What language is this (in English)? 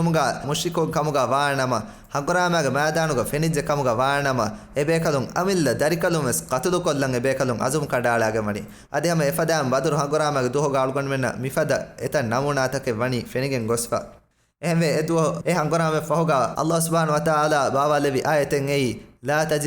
Divehi